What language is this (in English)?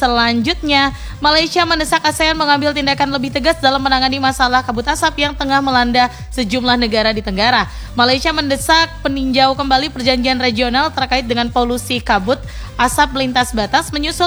Indonesian